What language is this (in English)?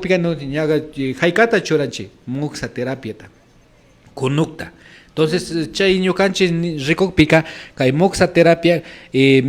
Imbabura Highland Quichua